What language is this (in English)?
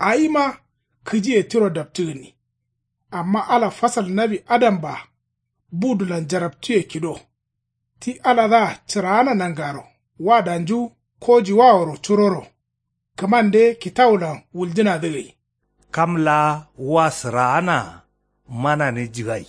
Kanuri